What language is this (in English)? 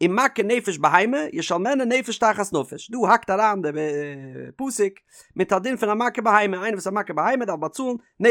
Yiddish